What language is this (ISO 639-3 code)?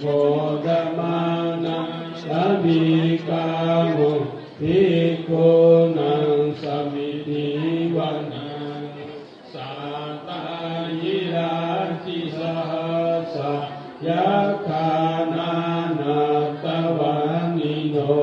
pli